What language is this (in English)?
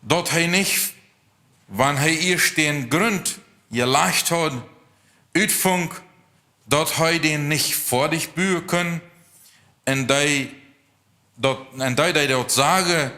Plautdietsch